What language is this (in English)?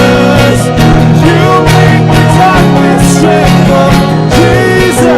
Waray